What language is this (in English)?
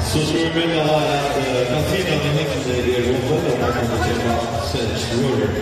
Faroese